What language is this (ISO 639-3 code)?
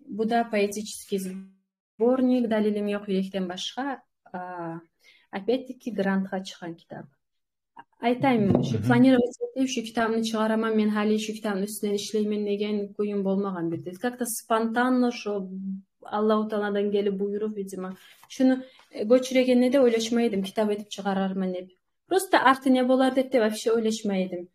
kum